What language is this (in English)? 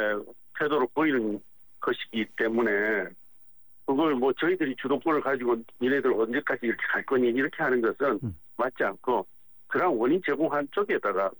Korean